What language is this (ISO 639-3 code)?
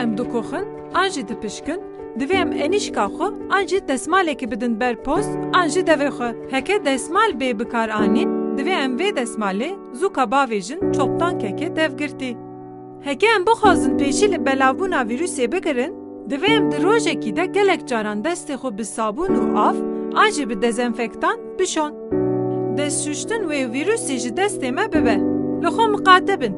kur